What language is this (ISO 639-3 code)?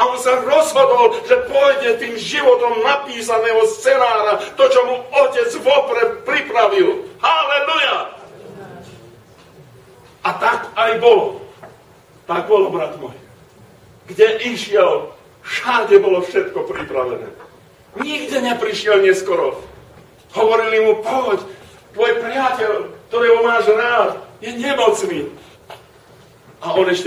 slk